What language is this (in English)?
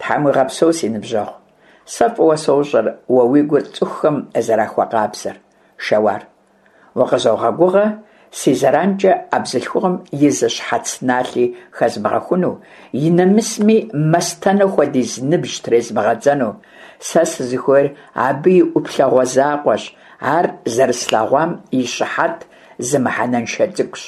Kabardian